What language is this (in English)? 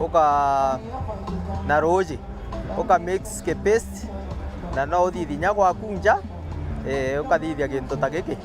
Meru